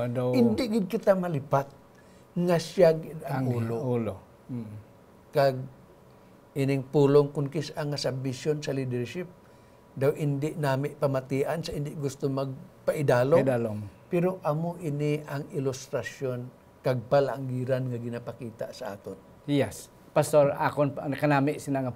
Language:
Hiligaynon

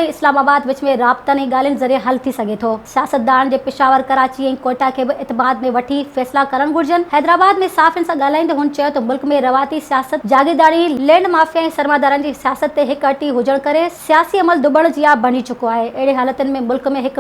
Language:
Sindhi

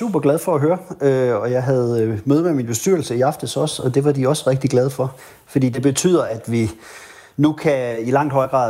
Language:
Danish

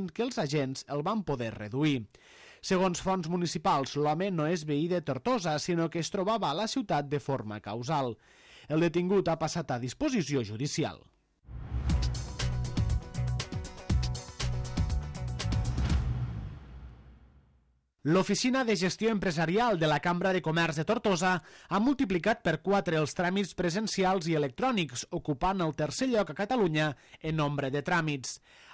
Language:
Catalan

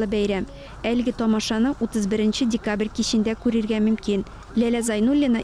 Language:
Tatar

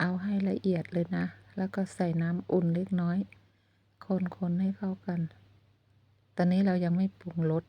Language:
Lao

